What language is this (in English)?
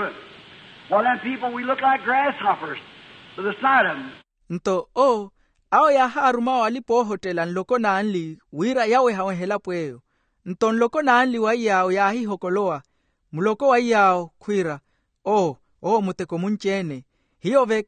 Makhuwa